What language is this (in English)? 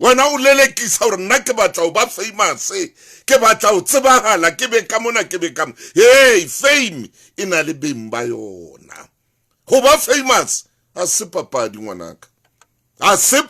Southern Sotho